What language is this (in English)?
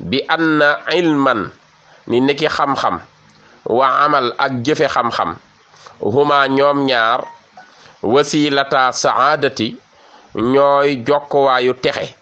Wolof